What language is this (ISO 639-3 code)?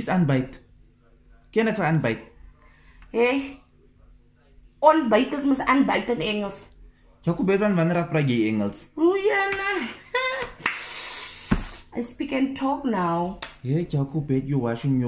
afr